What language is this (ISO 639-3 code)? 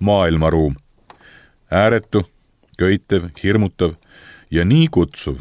est